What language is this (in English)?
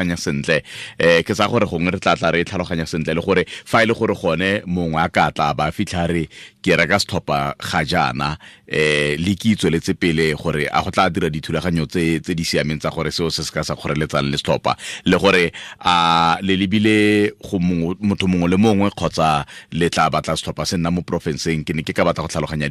Tswana